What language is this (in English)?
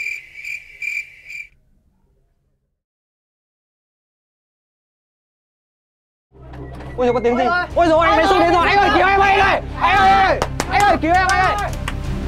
Vietnamese